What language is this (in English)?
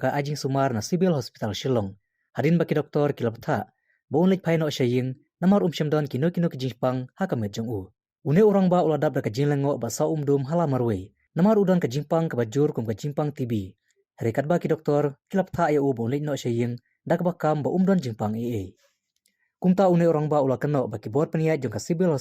Khasi